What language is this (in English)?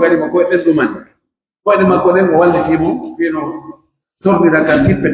Pular